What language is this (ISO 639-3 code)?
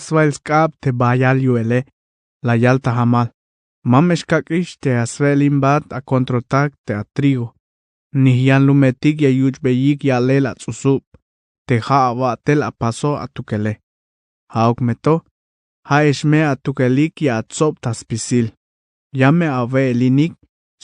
tzh